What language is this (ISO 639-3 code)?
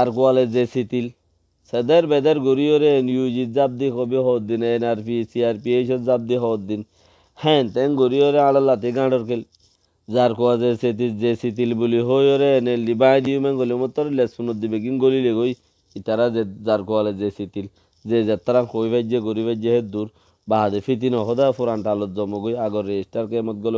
rhg